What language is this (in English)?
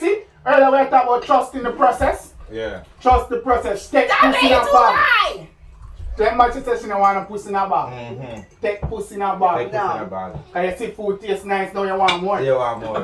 Jamaican Creole English